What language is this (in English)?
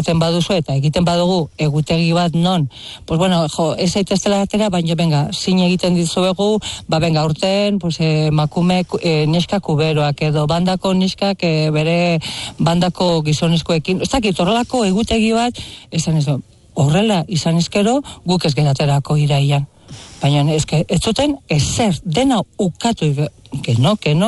Basque